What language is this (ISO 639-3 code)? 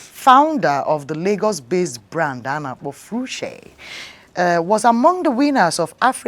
ibo